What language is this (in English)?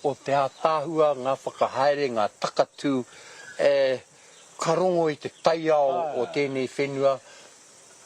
Māori